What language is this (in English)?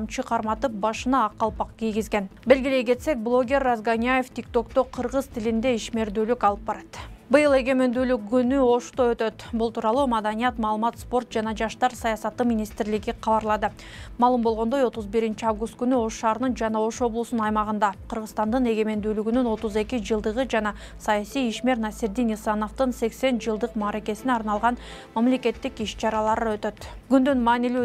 Kyrgyz